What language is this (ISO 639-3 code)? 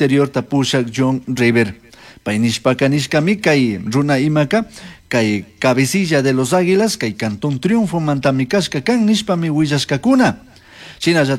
qug